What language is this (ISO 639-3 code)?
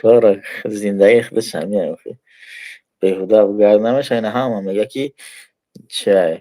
tgk